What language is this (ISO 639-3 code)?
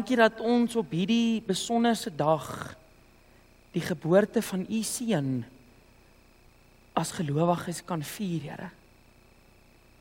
afr